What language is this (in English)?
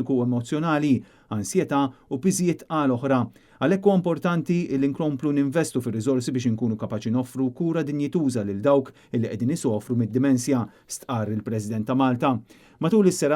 Maltese